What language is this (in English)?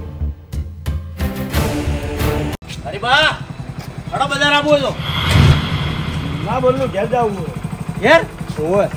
Gujarati